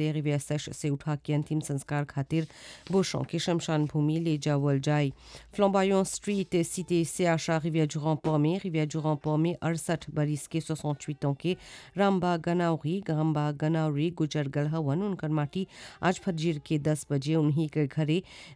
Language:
Bhojpuri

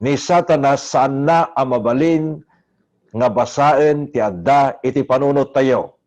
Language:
Iloko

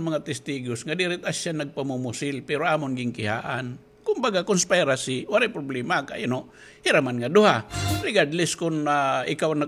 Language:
Waray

